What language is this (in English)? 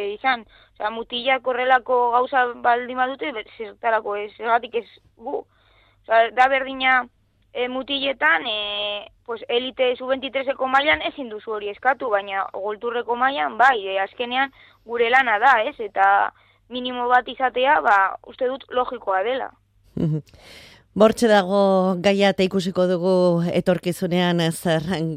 Basque